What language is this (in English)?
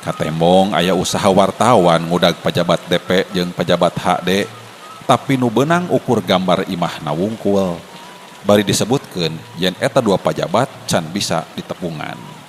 Sundanese